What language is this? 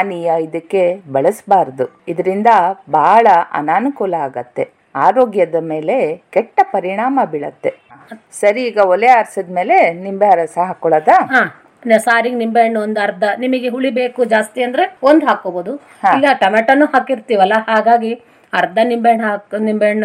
Kannada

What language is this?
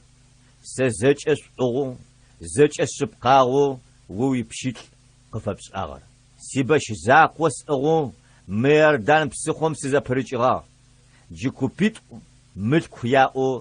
Adyghe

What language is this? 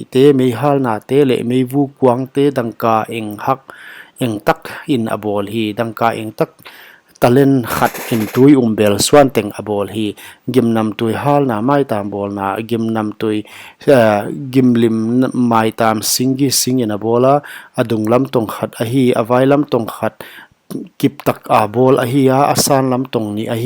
Paite Chin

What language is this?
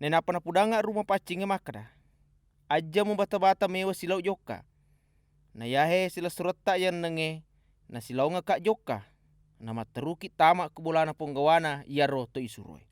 Buginese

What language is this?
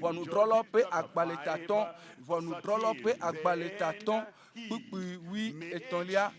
Ewe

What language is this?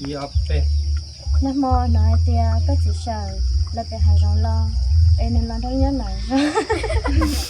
Hmong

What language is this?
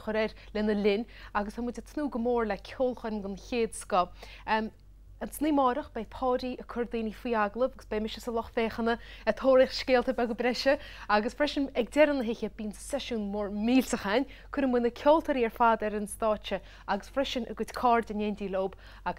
Irish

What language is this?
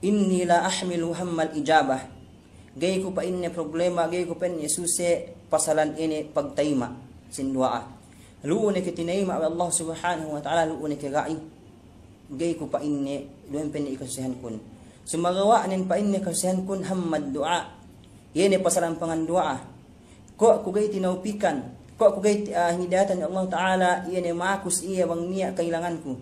Yakan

